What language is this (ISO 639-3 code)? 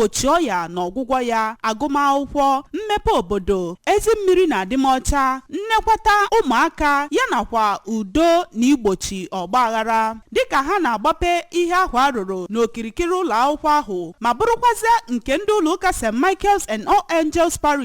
ibo